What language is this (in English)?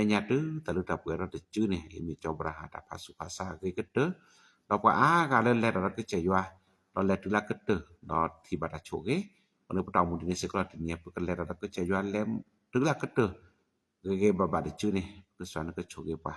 S'gaw Karen